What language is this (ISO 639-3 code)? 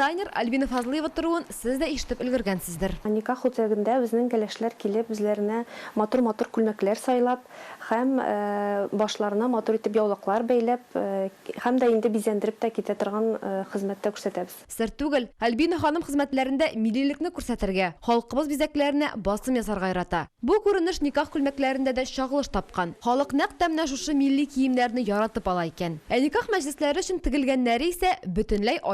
tat